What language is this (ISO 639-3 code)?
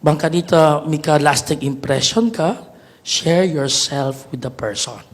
pam